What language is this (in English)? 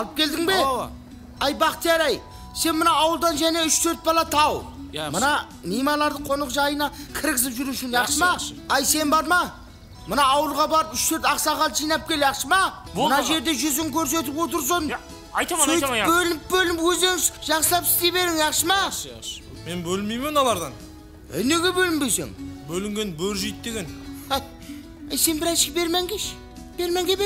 Kara-Kalpak